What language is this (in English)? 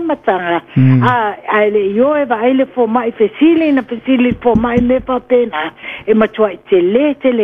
Samoan